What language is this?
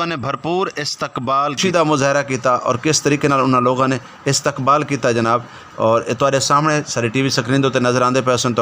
Western Panjabi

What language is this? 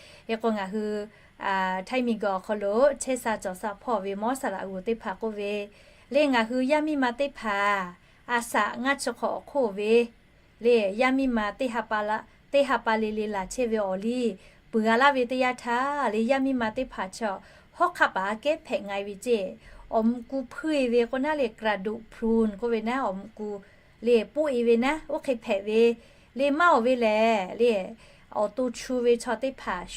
Lahu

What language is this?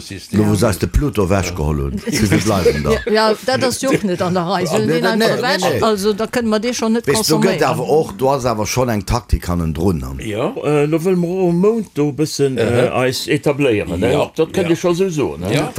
Luxembourgish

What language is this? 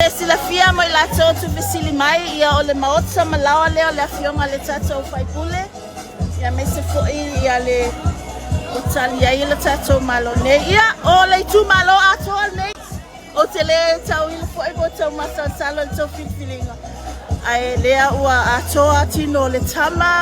Samoan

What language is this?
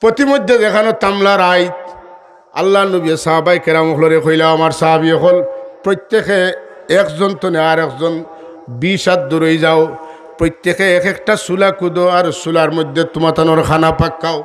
Sylheti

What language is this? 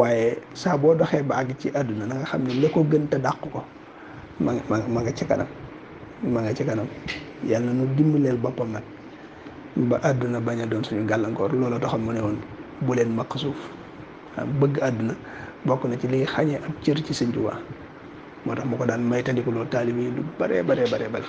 Wolof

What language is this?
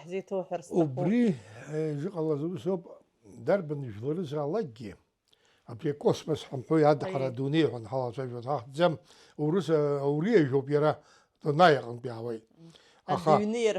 Abkhazian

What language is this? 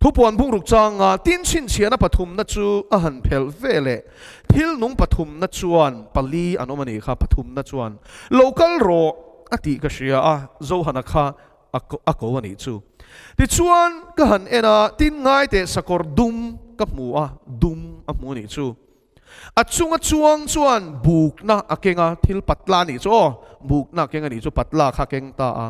Mizo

